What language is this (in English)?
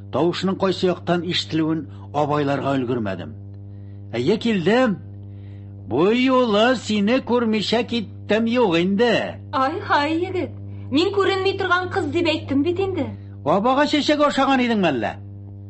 Tatar